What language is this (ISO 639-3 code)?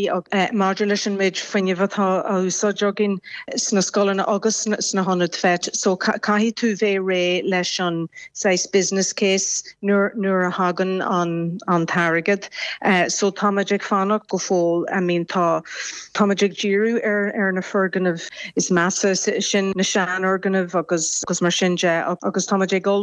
gle